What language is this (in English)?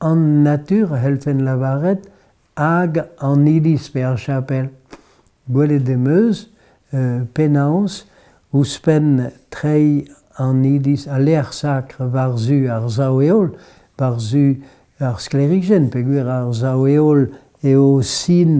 Breton